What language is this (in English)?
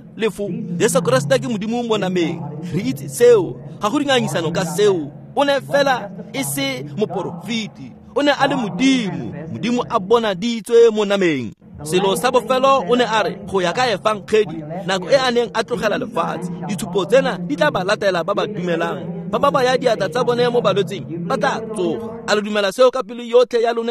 Tswana